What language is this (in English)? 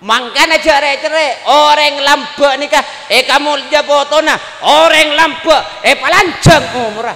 Madurese